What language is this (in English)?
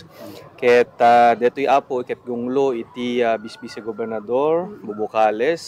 Iloko